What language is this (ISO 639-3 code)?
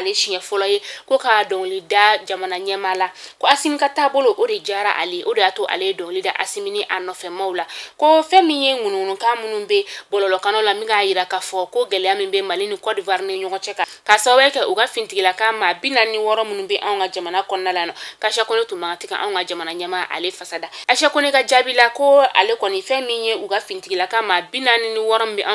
bam